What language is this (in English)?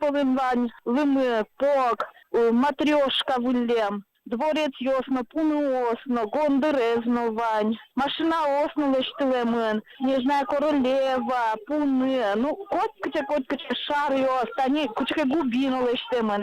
Udmurt